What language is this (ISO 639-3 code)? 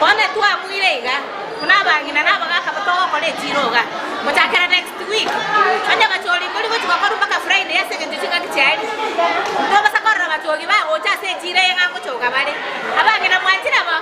guz